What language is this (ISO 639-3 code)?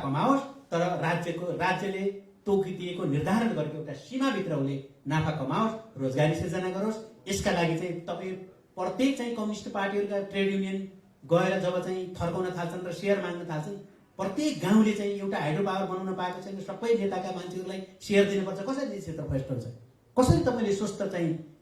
nep